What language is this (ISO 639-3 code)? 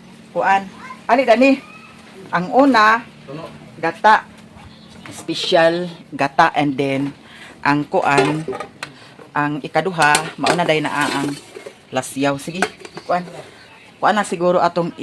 ceb